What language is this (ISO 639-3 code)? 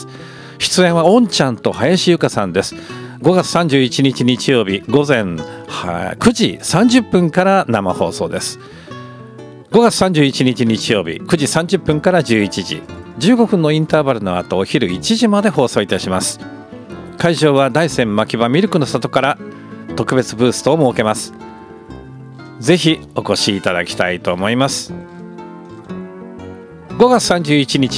jpn